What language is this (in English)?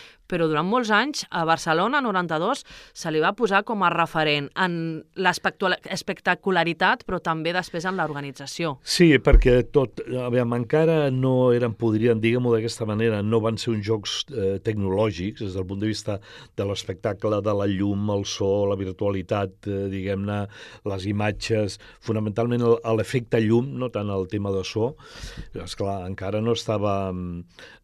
Catalan